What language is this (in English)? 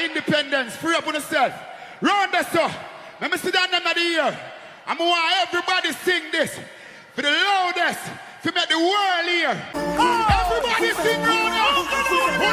Jamaican Creole English